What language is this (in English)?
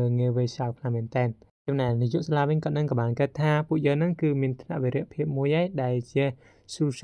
Khmer